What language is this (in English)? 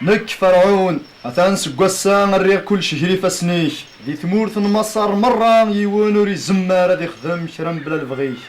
Kabyle